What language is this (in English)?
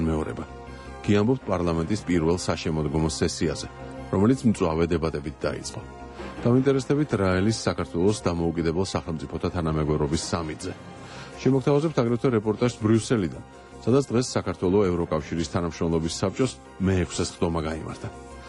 Georgian